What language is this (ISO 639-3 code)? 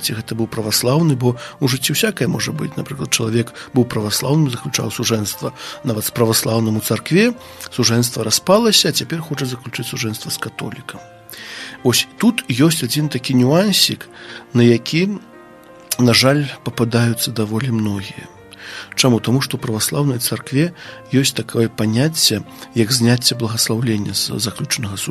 bel